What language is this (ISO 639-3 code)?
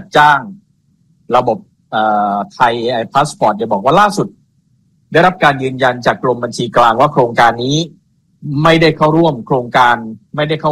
tha